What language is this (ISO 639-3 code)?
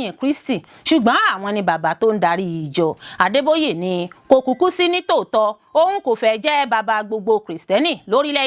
yor